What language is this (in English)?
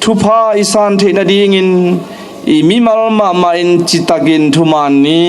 Tedim Chin